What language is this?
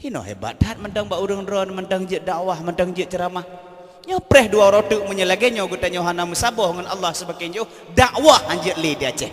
Achinese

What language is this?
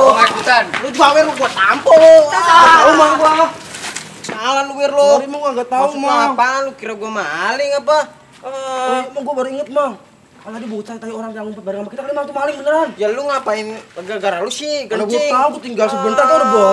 Betawi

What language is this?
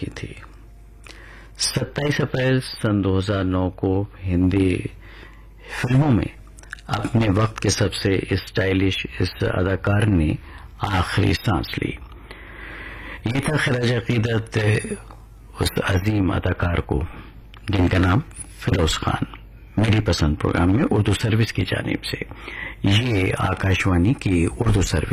Urdu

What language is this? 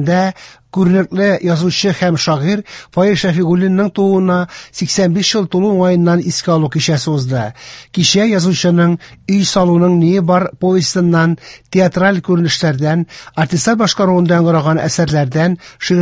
Tatar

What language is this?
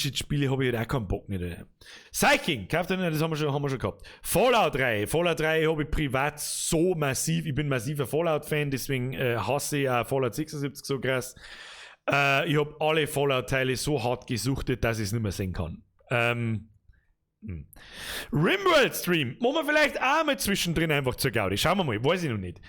Bavarian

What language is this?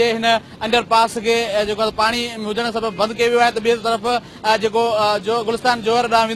Sindhi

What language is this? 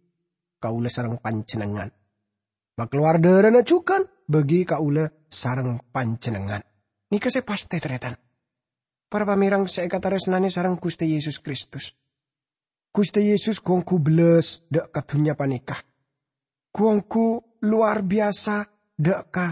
Madurese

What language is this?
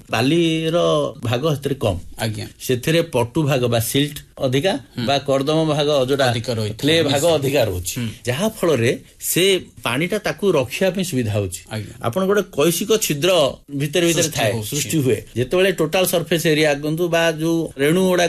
Odia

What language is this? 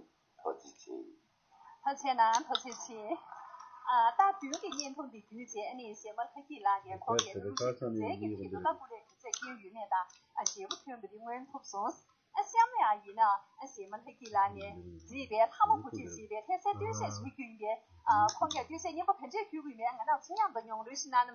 Tibetan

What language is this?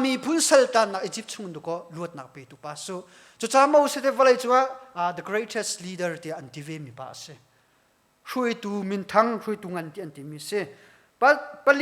Hakha Chin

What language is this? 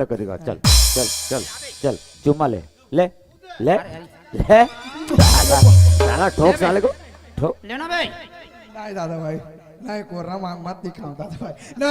Chhattisgarhi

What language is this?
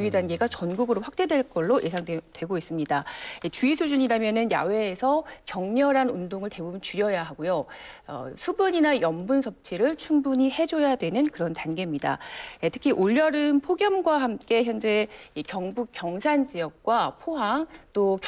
Korean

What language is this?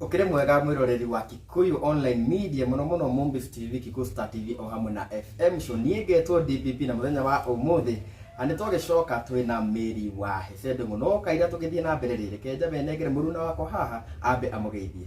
Kikuyu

